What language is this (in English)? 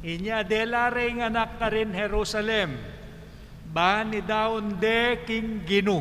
Pampanga